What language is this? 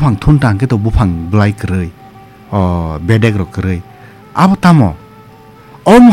Kok Borok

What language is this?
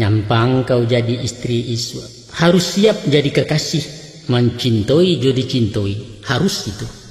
Minangkabau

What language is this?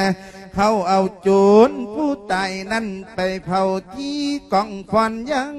Lao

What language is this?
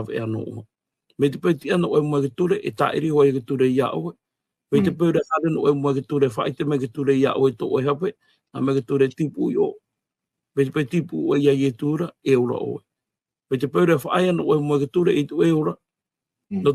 Tahitian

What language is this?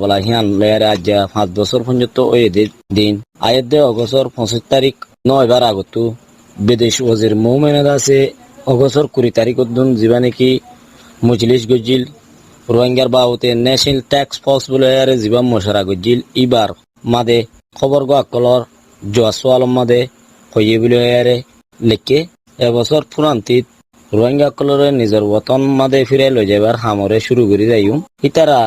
Rohingya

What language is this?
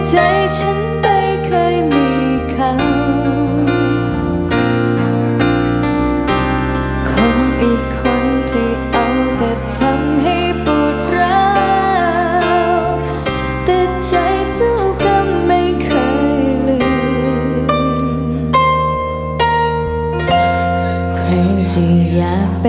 Thai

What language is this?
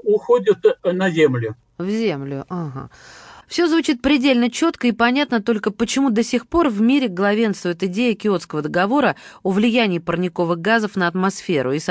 Russian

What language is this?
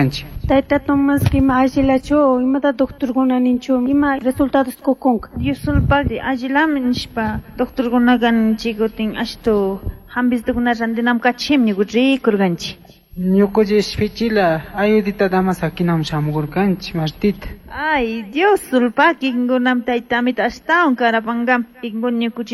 Chimborazo Highland Quichua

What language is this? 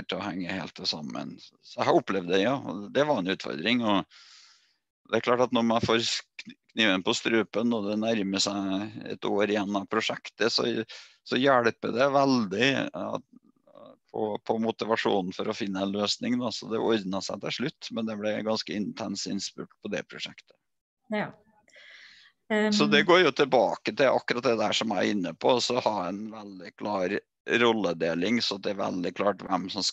Norwegian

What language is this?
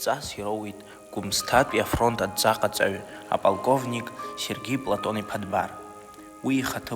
Abkhazian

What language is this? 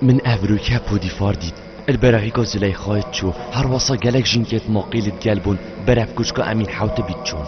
Kurdish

